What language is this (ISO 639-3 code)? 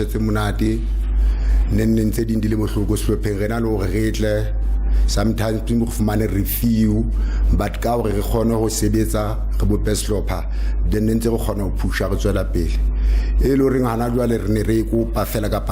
sot